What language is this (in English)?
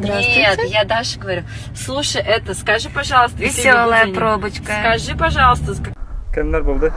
Bashkir